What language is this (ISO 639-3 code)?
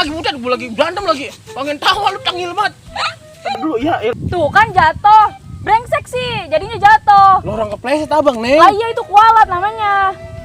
bew